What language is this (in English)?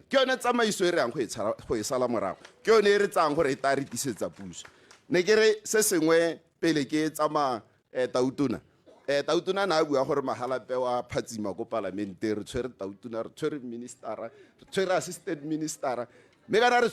Tswana